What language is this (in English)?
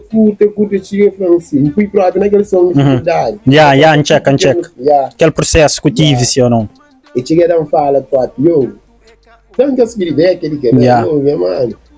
Kabuverdianu